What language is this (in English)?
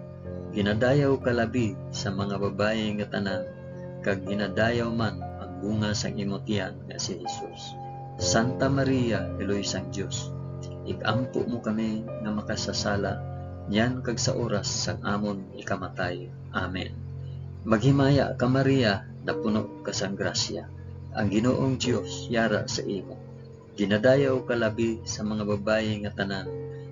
Hiligaynon